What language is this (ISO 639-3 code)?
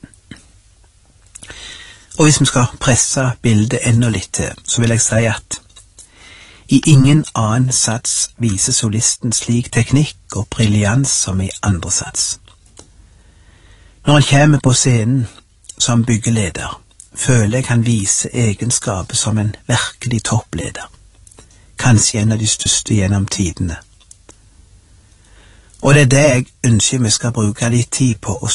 nor